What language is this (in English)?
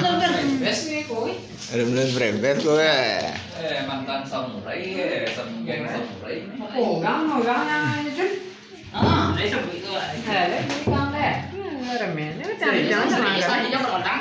Minangkabau